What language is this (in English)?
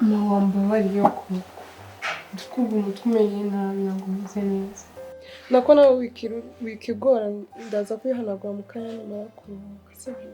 Kinyarwanda